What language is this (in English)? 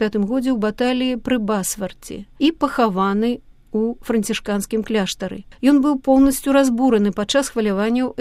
Belarusian